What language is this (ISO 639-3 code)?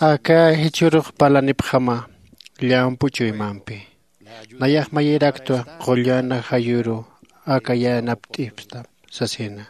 aym